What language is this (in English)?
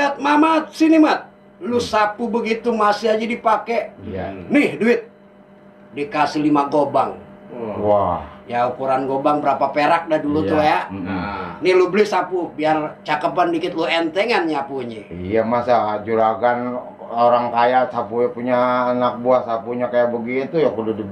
Betawi